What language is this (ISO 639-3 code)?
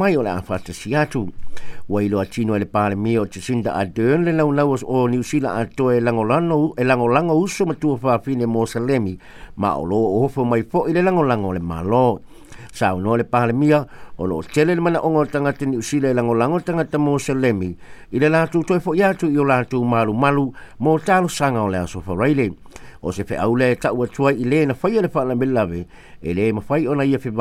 smo